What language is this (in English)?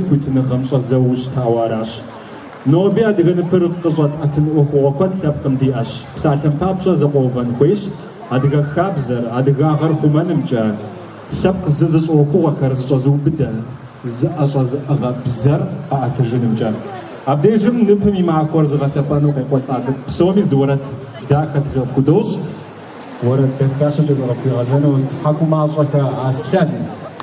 Kabardian